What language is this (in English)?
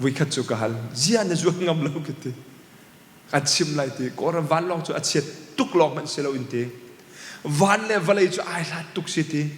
Hakha Chin